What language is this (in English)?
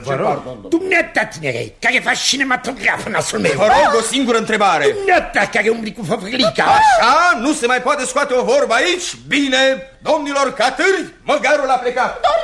Romanian